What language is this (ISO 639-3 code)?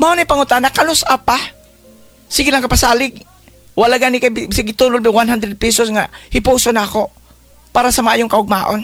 ceb